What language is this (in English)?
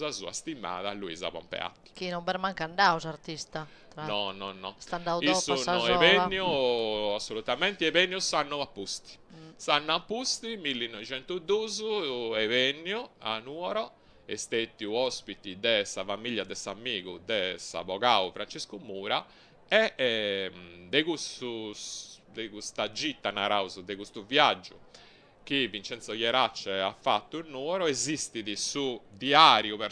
Sardinian